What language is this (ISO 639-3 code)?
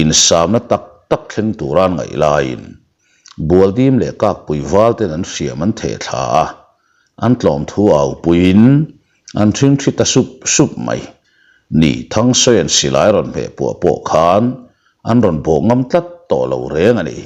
lus